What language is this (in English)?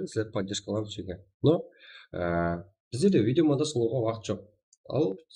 Kara-Kalpak